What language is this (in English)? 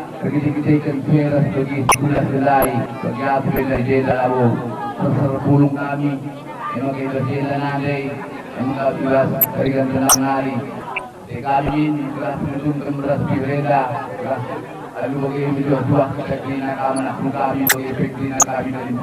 Batak Karo